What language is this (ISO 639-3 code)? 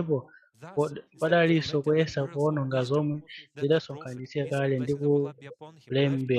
nya